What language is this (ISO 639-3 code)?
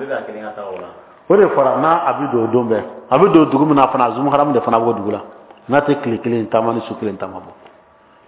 bam